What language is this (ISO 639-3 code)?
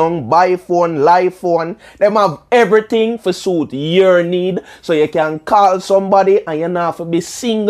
jam